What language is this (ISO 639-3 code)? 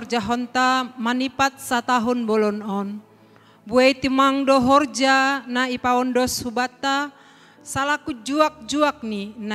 bts